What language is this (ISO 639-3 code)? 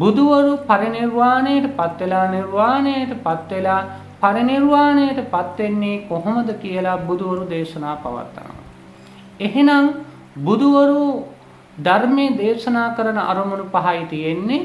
sin